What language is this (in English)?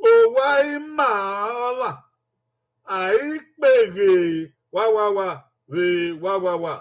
Bini